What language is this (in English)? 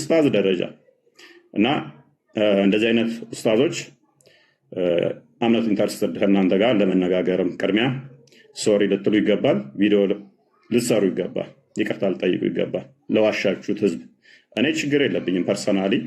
Amharic